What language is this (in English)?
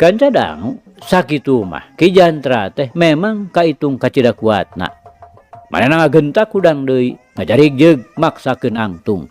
Sundanese